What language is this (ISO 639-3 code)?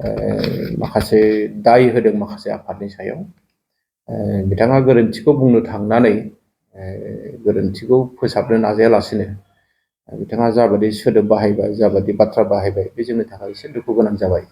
brx